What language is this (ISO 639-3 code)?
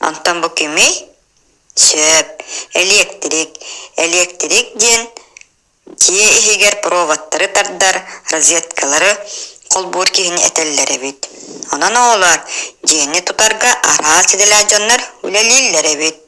sah